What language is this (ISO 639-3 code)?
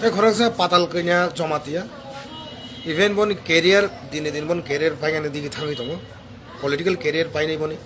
trp